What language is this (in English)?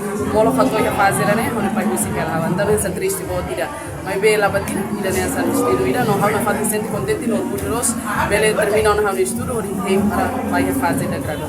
Tetum